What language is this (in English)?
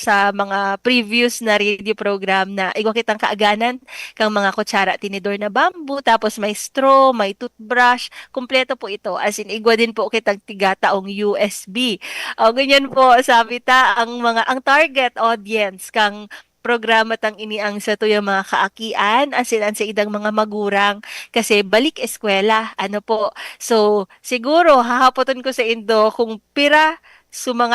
Bikol